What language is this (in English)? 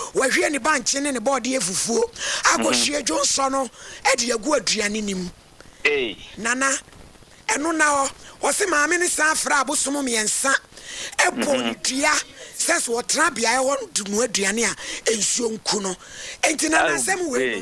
Akan